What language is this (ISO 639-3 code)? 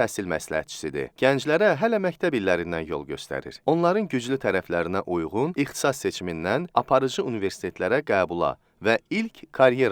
aze